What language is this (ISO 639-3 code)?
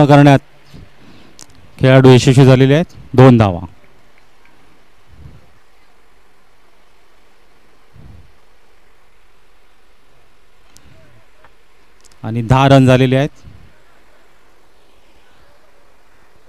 mar